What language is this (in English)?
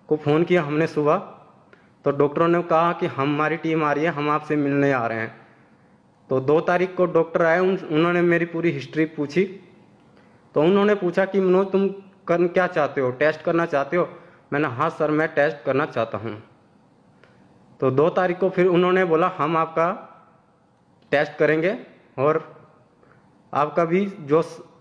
Hindi